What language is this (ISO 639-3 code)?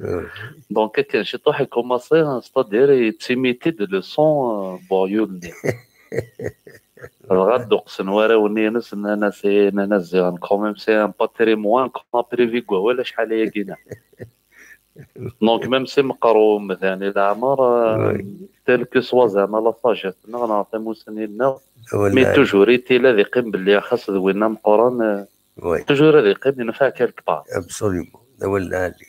kab